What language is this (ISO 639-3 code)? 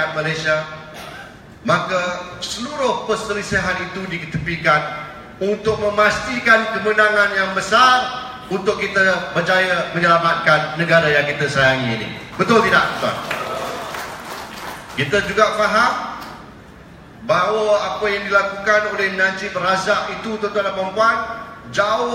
msa